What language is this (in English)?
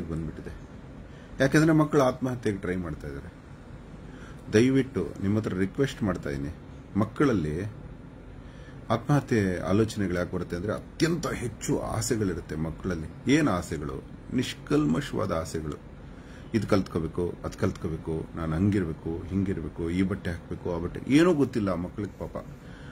Kannada